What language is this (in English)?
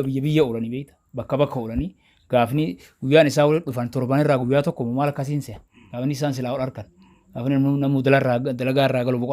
Oromo